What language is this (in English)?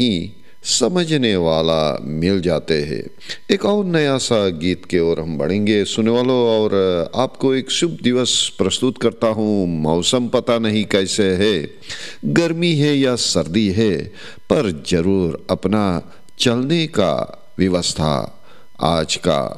Hindi